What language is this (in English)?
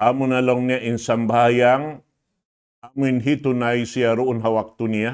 Tausug